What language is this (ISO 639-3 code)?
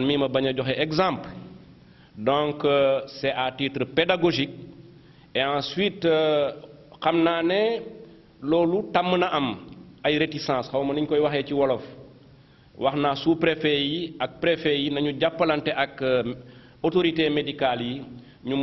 wol